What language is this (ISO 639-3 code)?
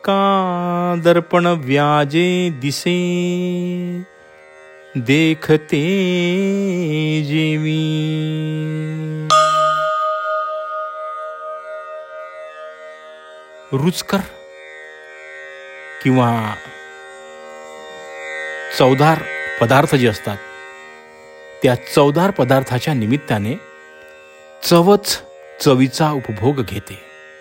mar